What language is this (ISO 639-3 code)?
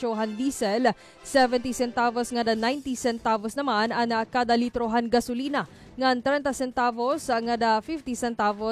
war